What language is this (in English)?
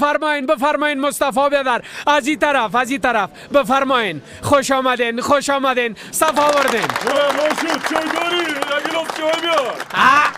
Persian